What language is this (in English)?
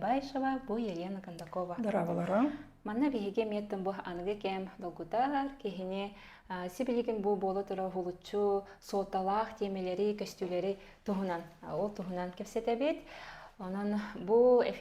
Yakut